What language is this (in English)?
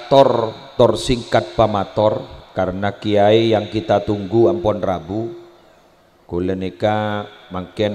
Madurese